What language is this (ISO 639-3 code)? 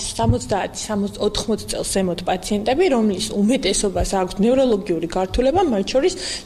kat